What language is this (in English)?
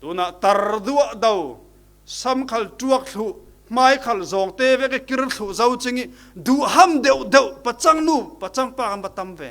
Falam Chin